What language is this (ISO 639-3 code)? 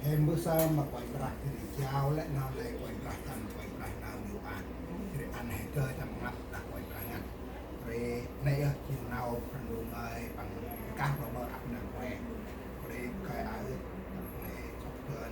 cmo